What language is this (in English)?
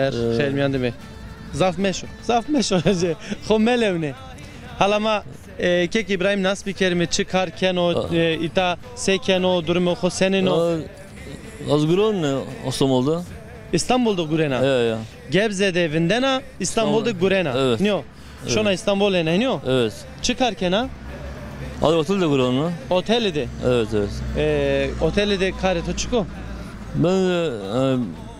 Zaza